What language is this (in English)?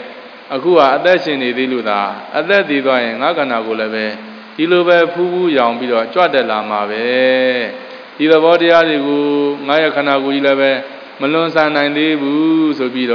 Burmese